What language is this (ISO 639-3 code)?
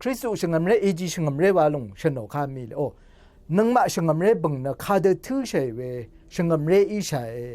raw